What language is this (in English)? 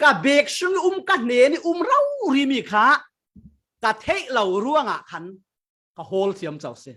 Falam Chin